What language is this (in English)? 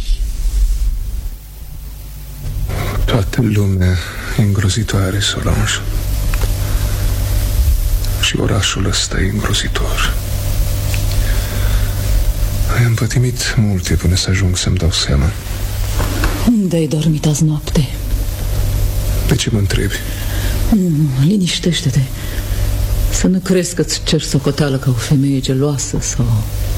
Romanian